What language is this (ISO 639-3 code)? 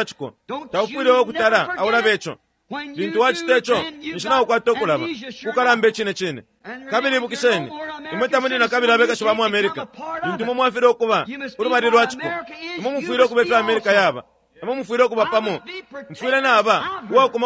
bem